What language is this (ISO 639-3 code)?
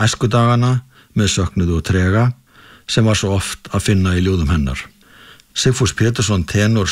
isl